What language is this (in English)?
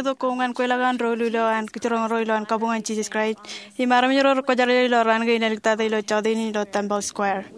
Marshallese